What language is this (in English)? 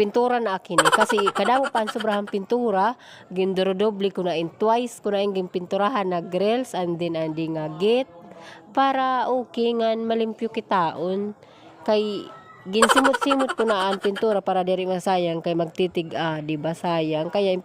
Waray